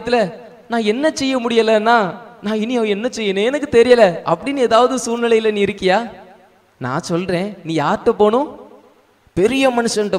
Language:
Tamil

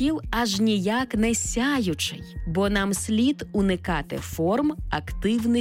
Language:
Ukrainian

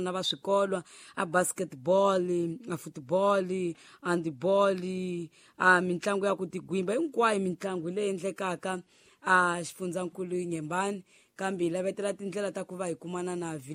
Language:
Tsonga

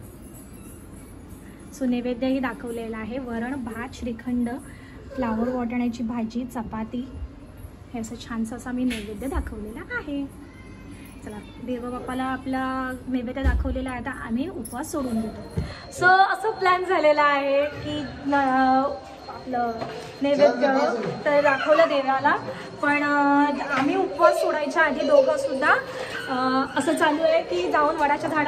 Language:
Marathi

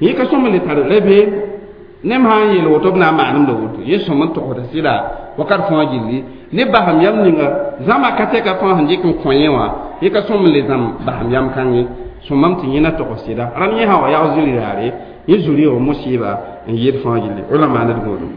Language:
Mossi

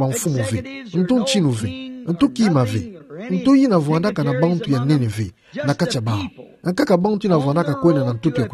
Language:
Kituba (Democratic Republic of Congo)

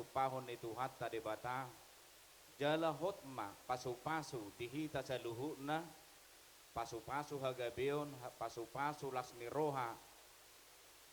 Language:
Batak Toba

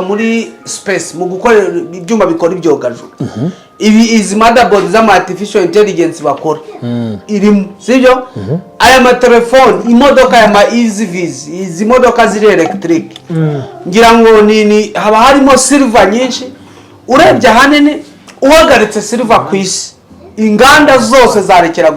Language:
Kinyarwanda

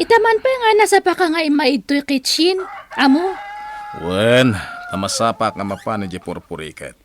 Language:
Iloko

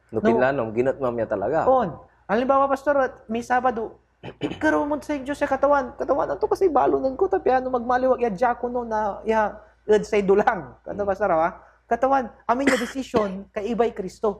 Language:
Pangasinan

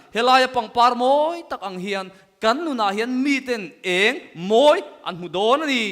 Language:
Mizo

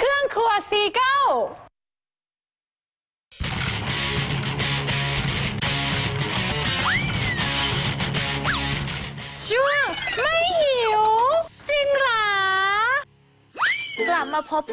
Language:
Thai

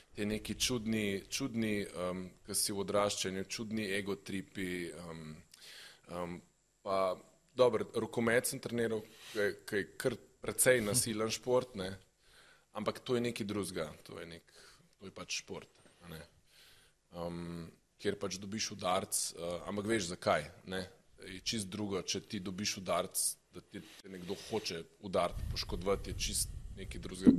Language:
Slovenian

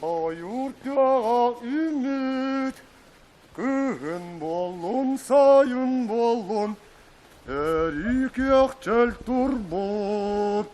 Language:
Yakut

